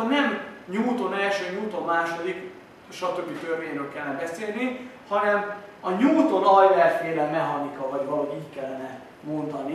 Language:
Hungarian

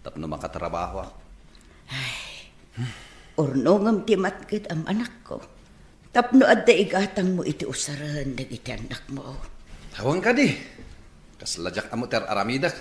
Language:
Iloko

